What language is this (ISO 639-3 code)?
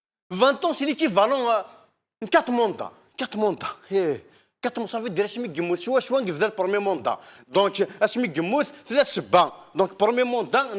kab